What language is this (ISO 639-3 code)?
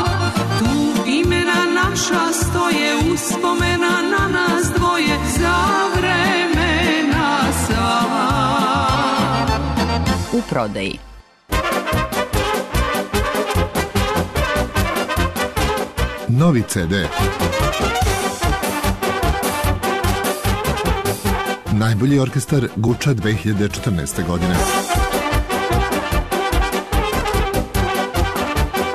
srp